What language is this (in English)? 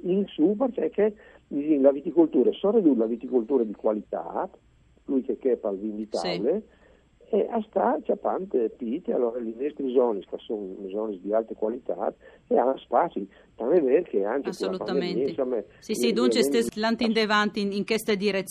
Friulian